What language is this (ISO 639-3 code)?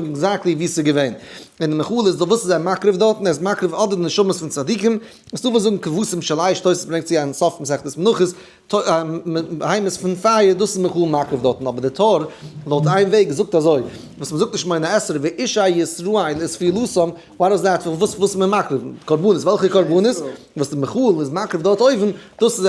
yid